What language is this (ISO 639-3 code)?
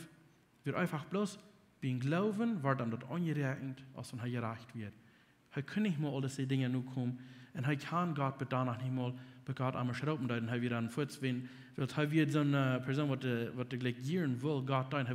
pdt